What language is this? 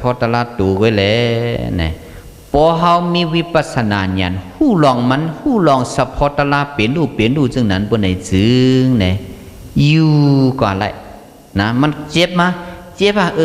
Shan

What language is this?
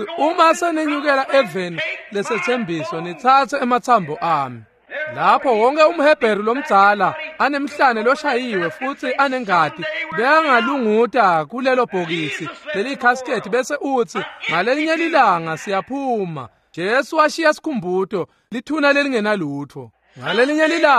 Swati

